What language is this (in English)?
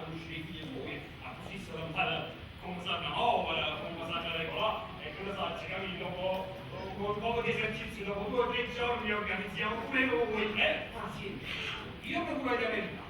Neapolitan